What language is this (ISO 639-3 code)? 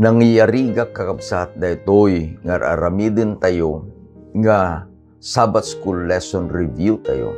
ilo